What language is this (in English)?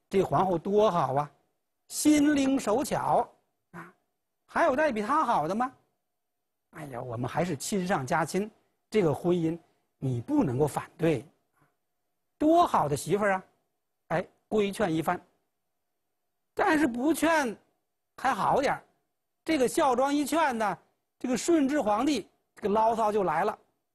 Chinese